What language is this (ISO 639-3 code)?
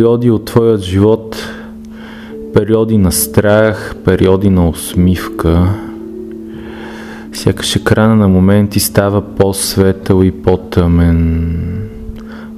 bul